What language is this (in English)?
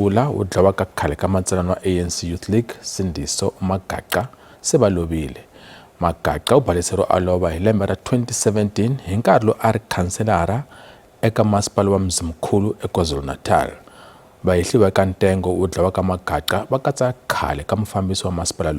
Tsonga